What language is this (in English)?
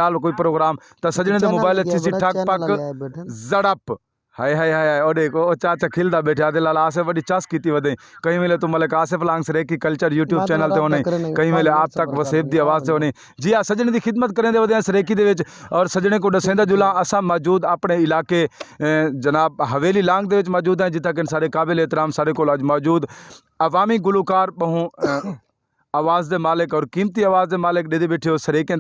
Saraiki